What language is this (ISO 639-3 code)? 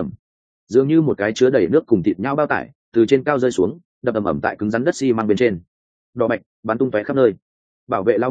vie